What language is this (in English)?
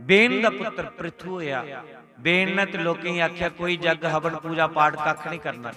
Dogri